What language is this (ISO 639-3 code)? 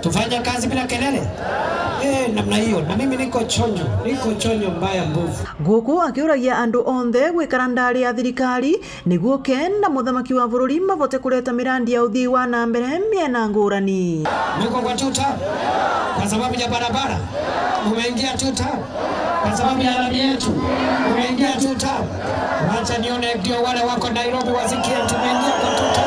mer